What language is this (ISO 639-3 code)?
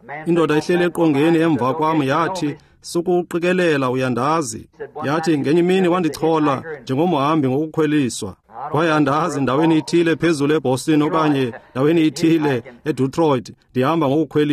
xho